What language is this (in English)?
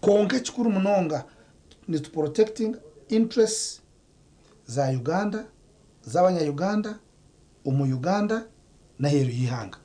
Nyankole